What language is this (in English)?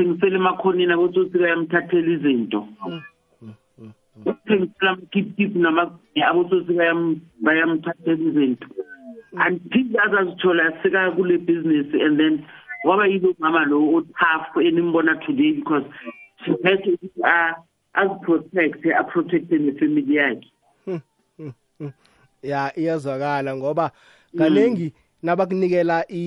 South Ndebele